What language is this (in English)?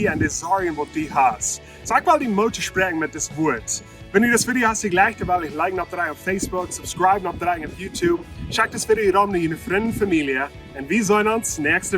Plautdietsch